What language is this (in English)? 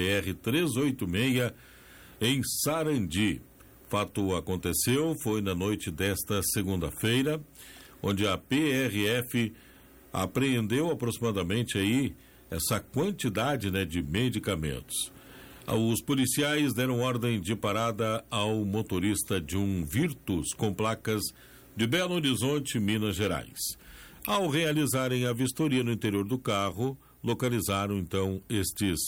Portuguese